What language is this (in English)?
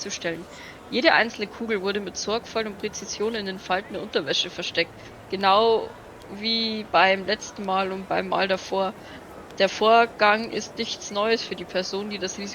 Bavarian